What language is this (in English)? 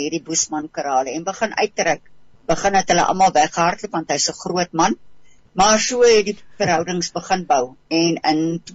Afrikaans